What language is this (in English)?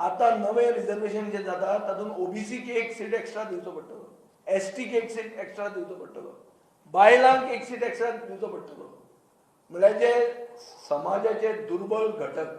Konkani